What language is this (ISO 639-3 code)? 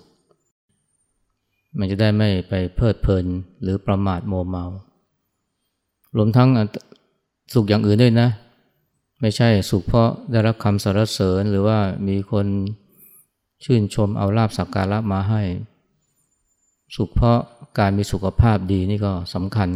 tha